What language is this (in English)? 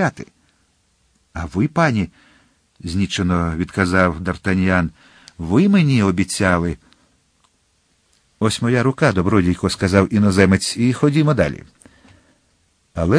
Ukrainian